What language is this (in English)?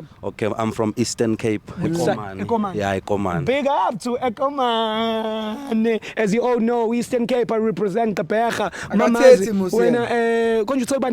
Zulu